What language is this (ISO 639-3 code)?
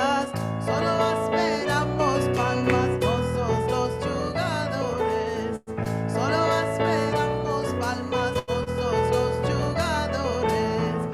lad